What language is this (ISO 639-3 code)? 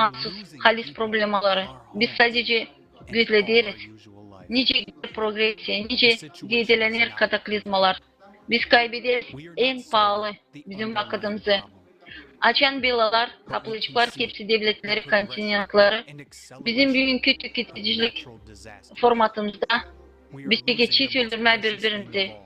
gag